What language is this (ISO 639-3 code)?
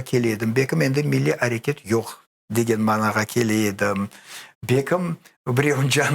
crh